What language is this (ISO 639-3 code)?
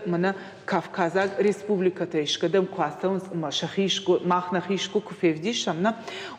oss